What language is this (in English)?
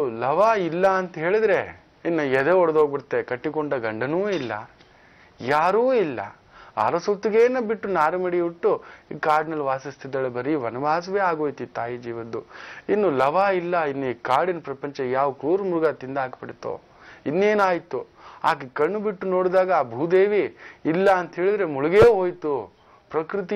Kannada